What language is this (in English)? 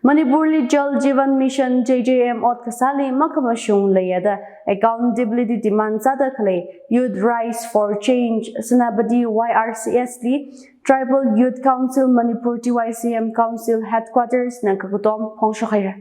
Tangkhul Naga (India)